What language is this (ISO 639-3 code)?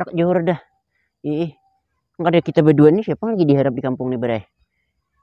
bjn